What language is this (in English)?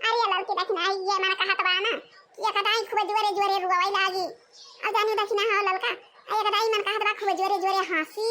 Awadhi